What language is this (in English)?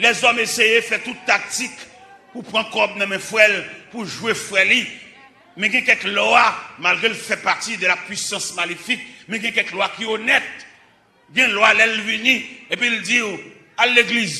Haitian Creole